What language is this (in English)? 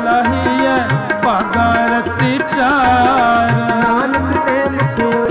Punjabi